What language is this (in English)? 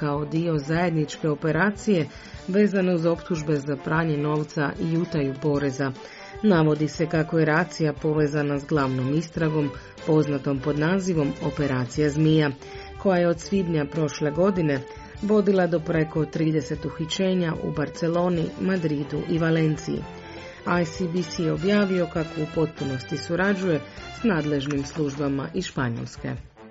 Croatian